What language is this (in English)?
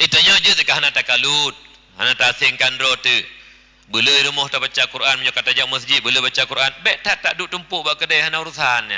Achinese